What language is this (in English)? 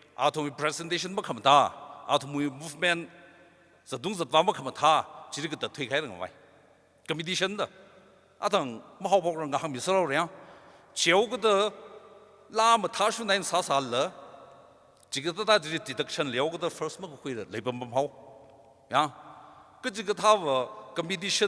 Tangkhul Naga (India)